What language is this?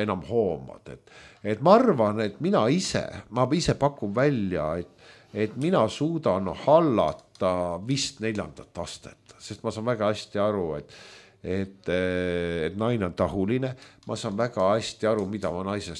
Estonian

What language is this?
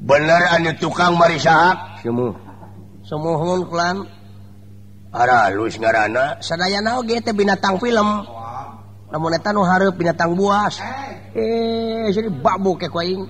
Sundanese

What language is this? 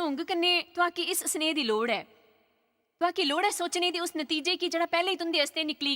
Dogri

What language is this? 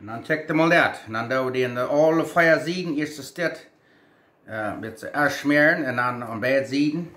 Plautdietsch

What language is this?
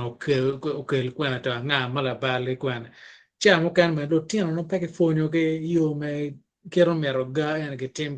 Acoli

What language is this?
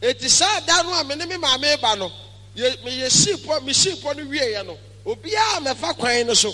Akan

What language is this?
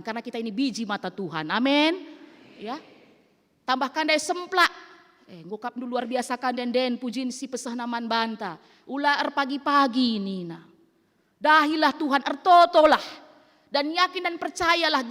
Batak Karo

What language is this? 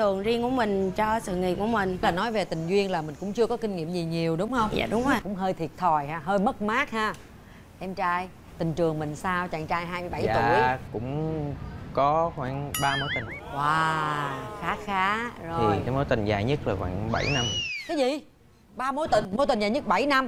Vietnamese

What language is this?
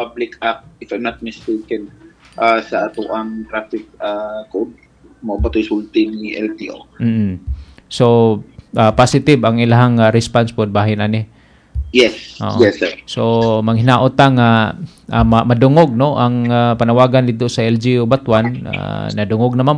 Cebuano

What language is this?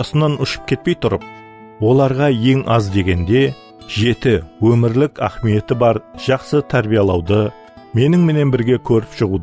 Kara-Kalpak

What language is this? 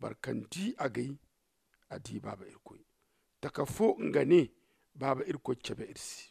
Zarma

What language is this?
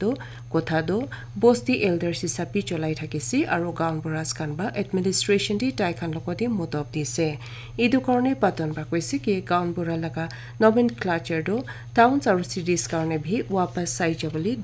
Naga Pidgin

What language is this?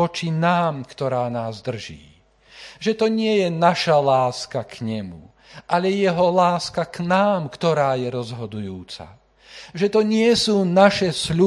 Slovak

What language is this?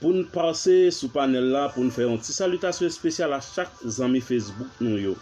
Haitian Creole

